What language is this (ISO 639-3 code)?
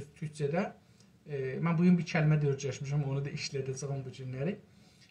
azb